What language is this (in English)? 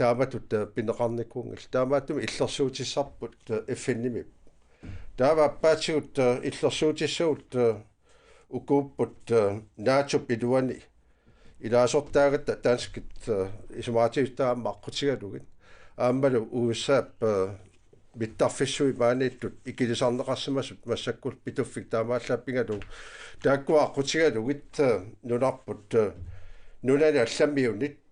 Kalaallisut